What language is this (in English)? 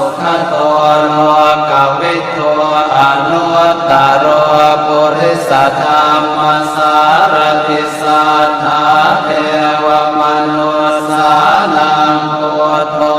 Pali